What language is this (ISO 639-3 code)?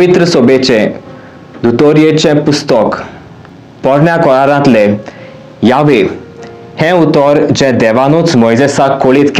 kok